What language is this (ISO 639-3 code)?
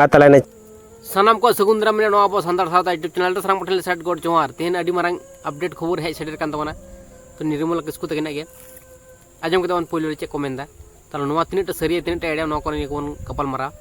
sat